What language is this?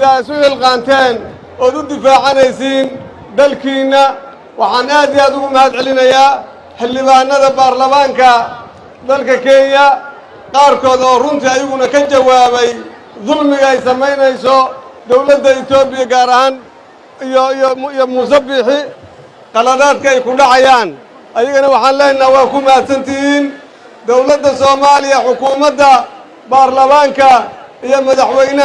Somali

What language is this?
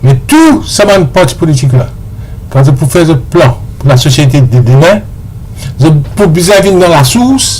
Morisyen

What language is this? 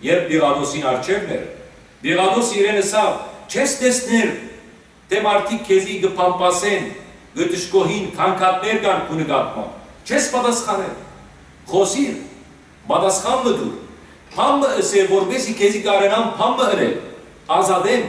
Western Armenian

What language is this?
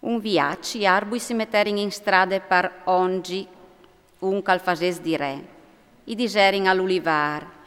Friulian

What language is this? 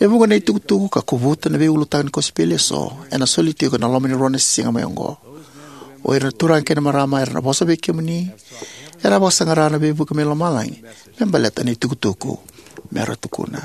Fijian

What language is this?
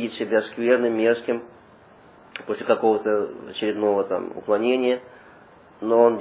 Russian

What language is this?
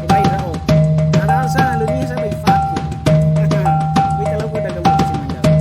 Nias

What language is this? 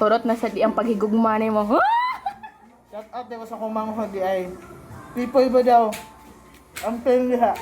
Cebuano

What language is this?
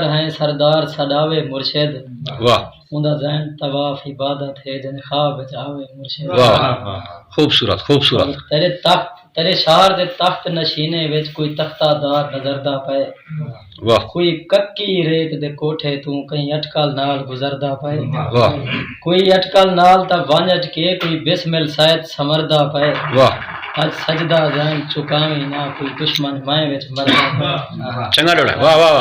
Saraiki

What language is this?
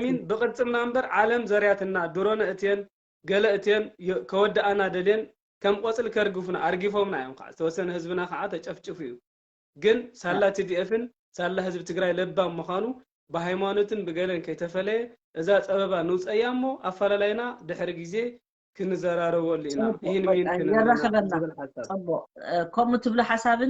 Tigrinya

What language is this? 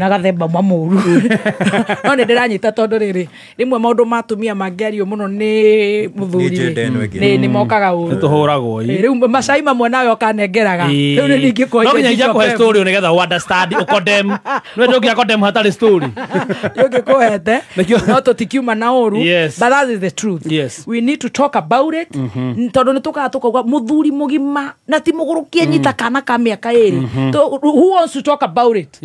Kikuyu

